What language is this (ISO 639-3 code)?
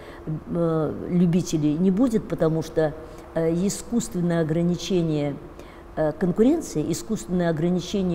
rus